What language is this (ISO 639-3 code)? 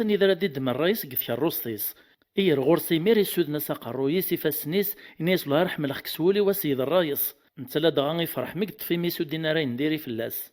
kab